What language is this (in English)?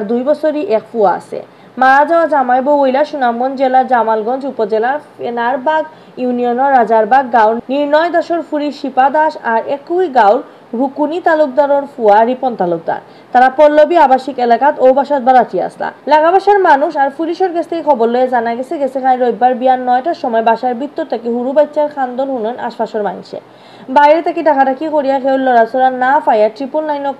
Sylheti